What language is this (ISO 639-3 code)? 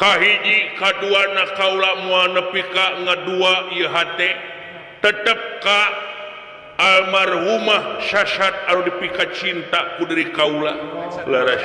sun